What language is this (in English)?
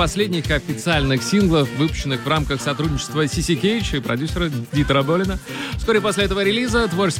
Russian